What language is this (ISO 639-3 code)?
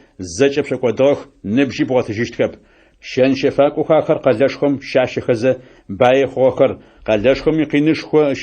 ady